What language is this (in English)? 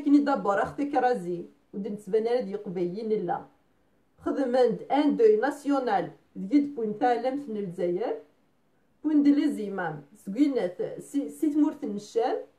Kabyle